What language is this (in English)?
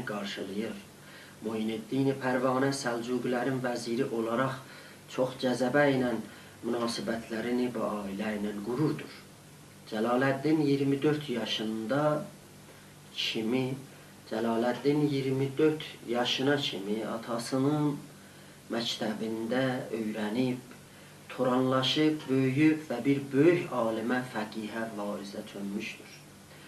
South Azerbaijani